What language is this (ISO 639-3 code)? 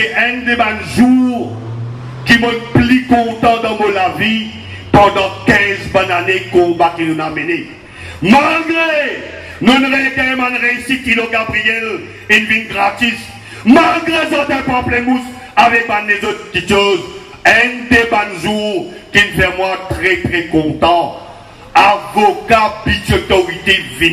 mfe